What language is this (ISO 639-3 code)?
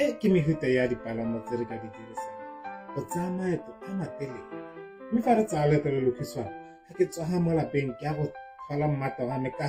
tsn